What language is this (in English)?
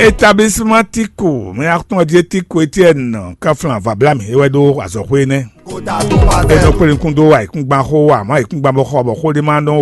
Fon